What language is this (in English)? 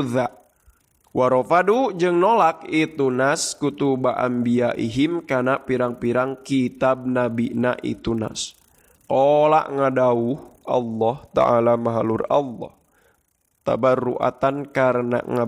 Sundanese